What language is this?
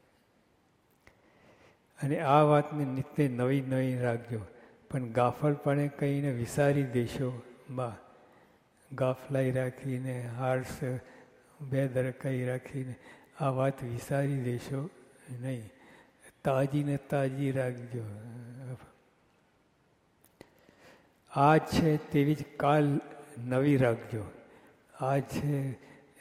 Gujarati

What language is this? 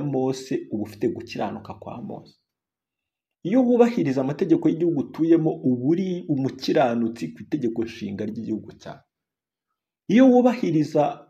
Kinyarwanda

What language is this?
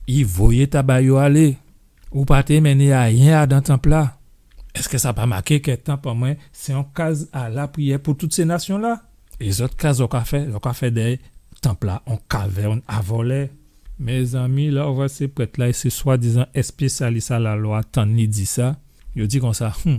Guadeloupean Creole French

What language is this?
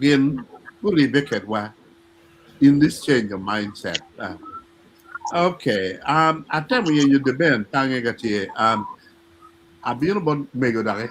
Acoli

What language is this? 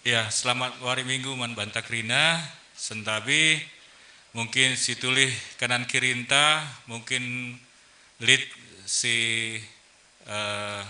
Batak Karo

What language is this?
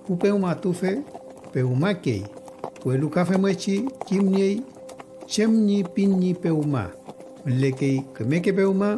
Mapuche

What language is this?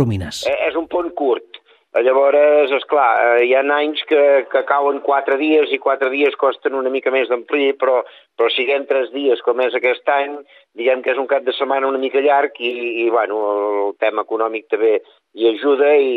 Catalan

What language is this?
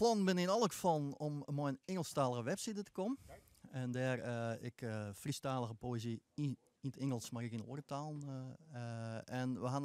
Western Frisian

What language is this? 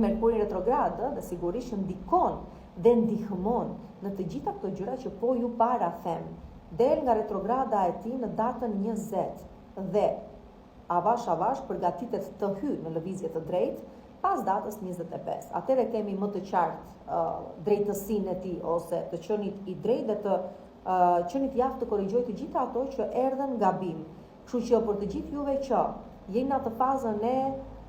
Albanian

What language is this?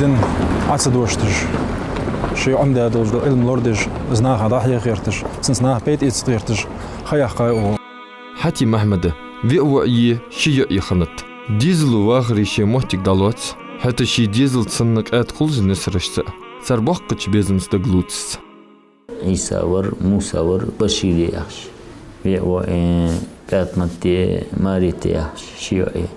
Ingush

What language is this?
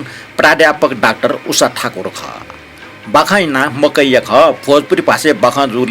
Newari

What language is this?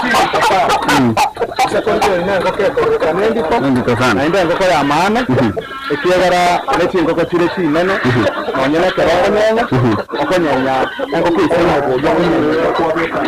Gusii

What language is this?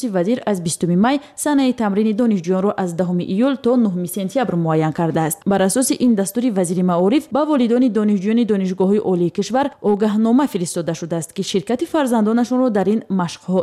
Tajik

